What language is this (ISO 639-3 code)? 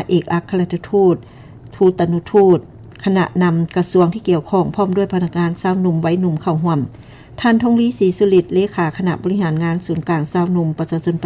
lao